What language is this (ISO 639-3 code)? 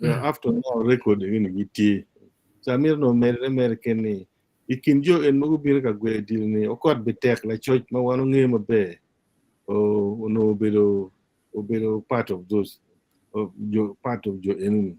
ach